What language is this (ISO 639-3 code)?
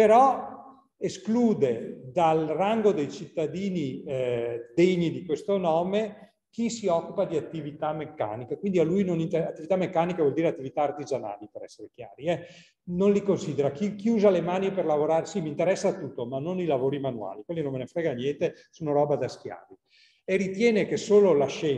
ita